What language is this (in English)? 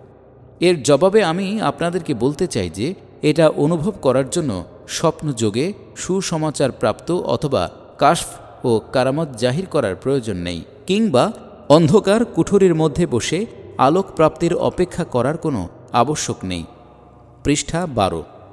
Bangla